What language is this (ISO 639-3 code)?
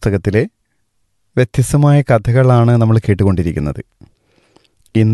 mal